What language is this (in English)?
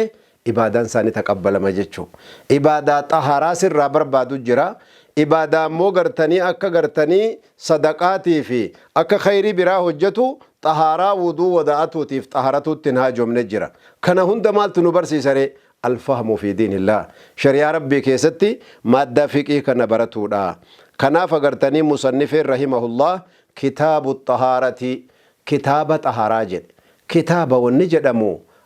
Oromo